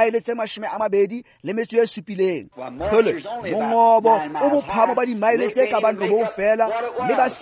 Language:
Tswana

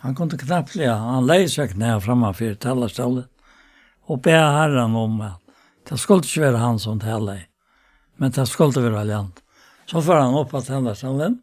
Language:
Faroese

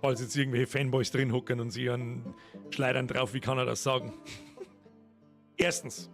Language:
Bavarian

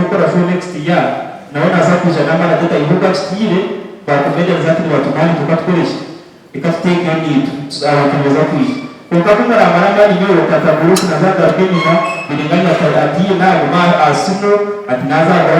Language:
Nyankole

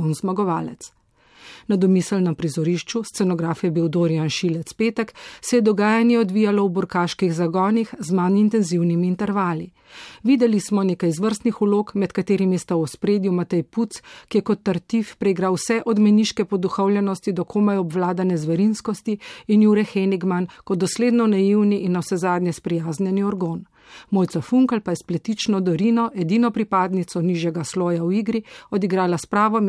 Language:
Slovenian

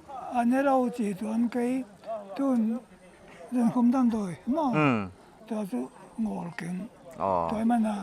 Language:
Paite Chin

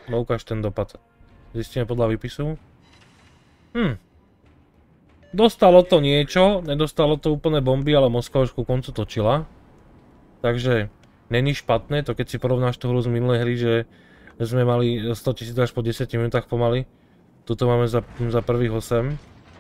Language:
Slovak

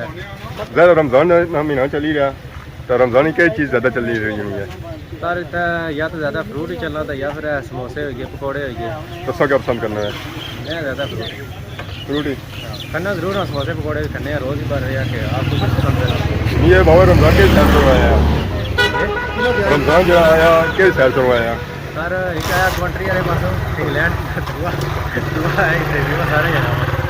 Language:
Pahari-Potwari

